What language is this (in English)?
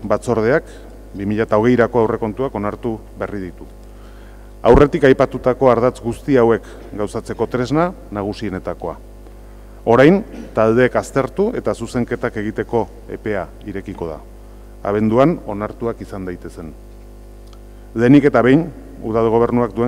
Basque